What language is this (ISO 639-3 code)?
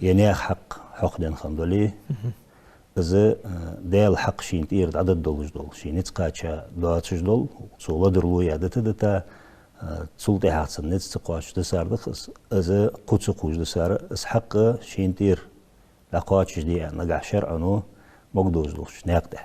inh